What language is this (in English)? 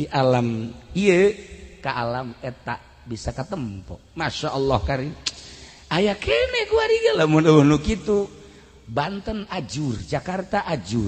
Sundanese